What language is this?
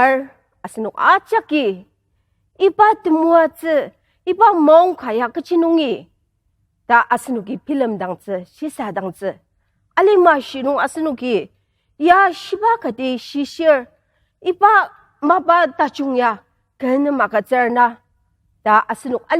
Ao Naga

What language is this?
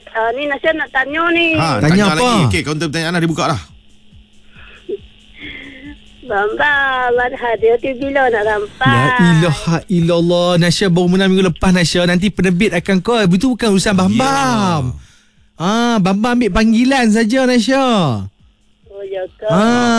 Malay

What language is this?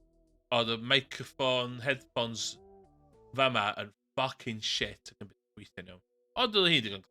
Welsh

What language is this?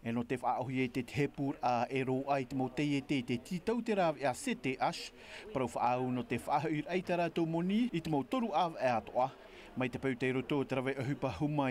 Tahitian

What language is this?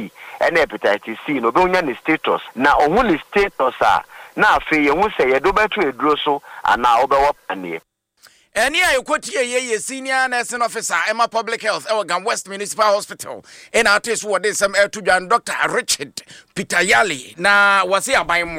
Akan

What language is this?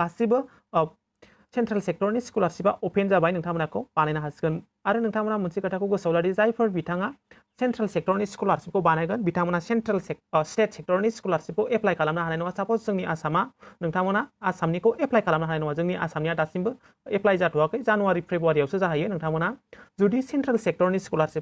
Bodo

